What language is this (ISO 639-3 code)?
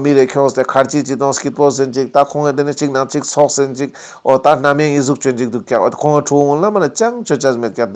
lbj